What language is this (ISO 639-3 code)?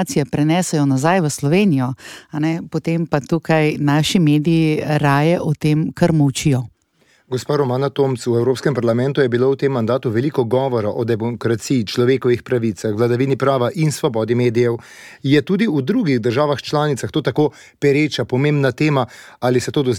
slv